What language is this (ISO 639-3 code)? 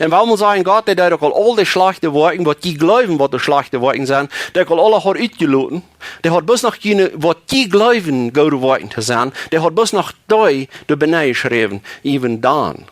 pdt